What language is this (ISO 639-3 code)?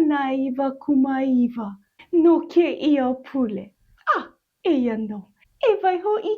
haw